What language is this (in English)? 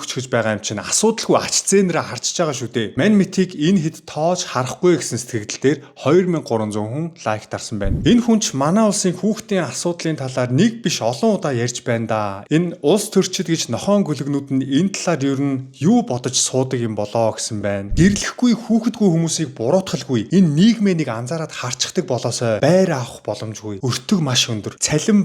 Mongolian